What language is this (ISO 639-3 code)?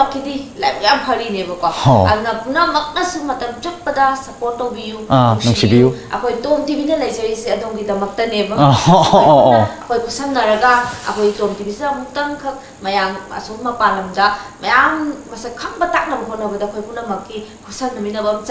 mni